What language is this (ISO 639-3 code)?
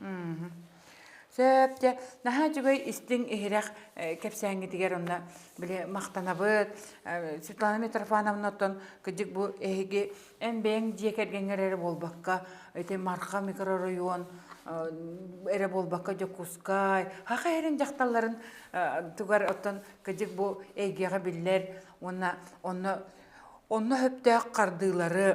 sah